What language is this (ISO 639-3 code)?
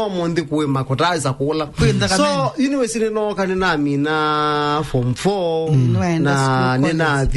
kam